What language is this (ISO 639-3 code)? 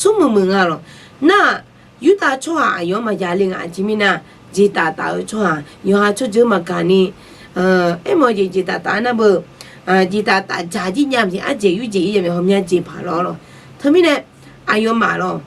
ahk